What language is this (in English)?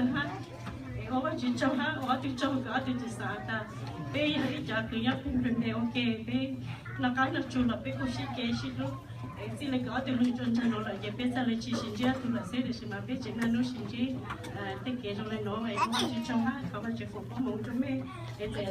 Hmong